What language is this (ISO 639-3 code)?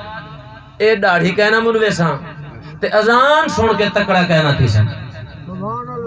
skr